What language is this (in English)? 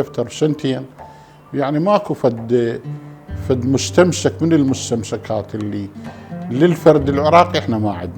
Mesopotamian Arabic